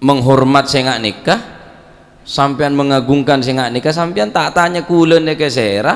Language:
Madurese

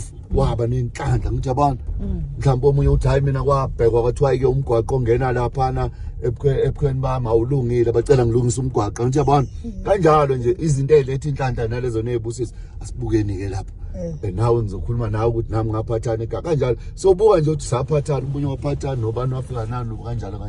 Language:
Zulu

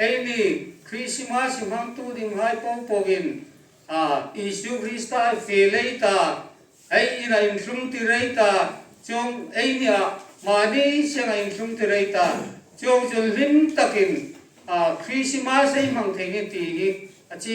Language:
Hmar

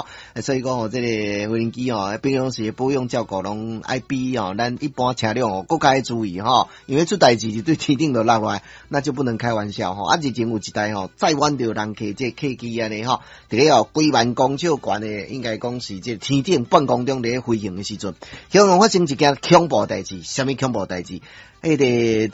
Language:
Min Nan Chinese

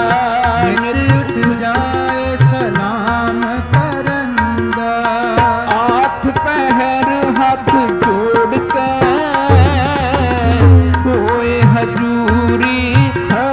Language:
Punjabi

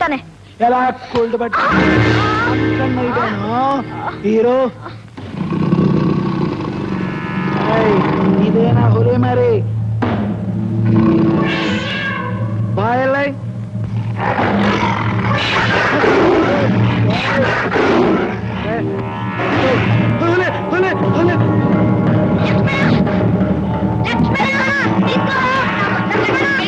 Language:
Kannada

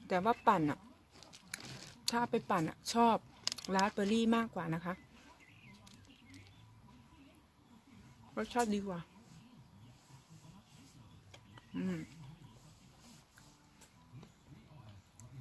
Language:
Thai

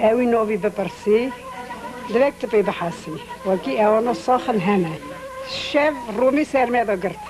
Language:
Kurdish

